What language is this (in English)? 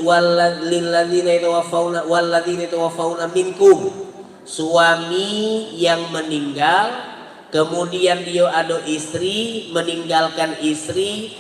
Musi